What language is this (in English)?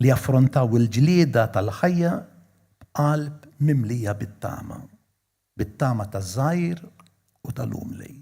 Maltese